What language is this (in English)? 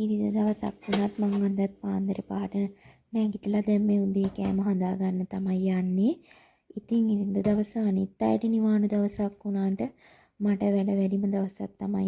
Sinhala